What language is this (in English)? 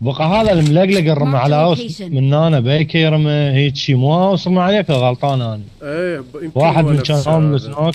Mesopotamian Arabic